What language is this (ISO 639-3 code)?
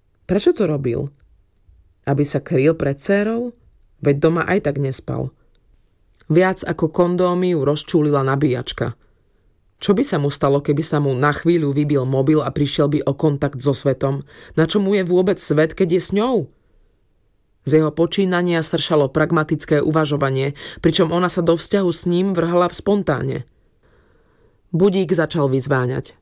slk